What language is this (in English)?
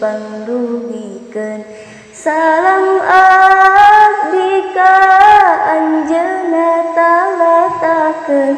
Sundanese